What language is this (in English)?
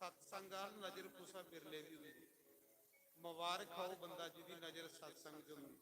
Dogri